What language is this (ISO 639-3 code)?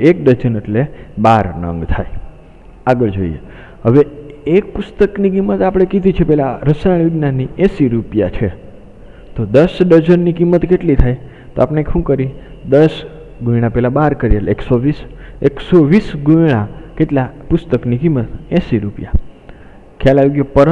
guj